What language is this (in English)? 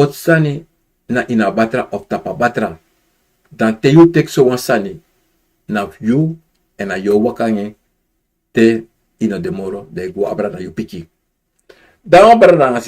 Sranan Tongo